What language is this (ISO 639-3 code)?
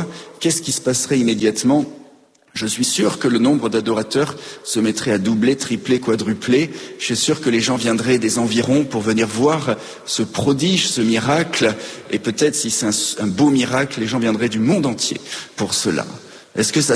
fra